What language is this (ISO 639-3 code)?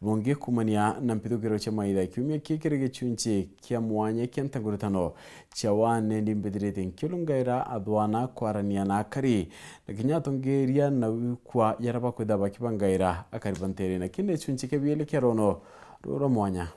mer